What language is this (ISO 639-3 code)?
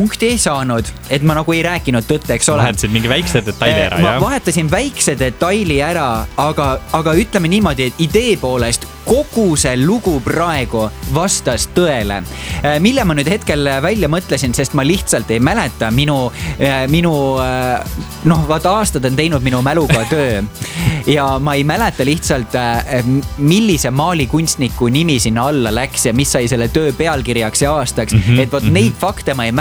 est